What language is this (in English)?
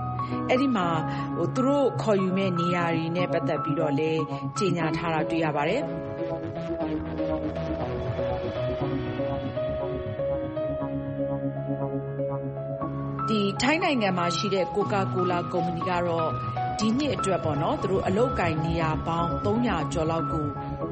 Burmese